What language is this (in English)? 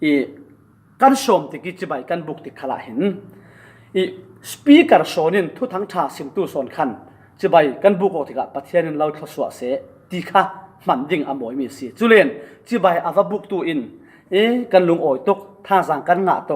Falam Chin